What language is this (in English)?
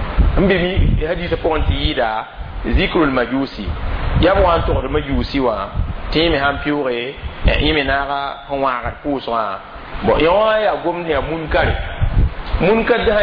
Mossi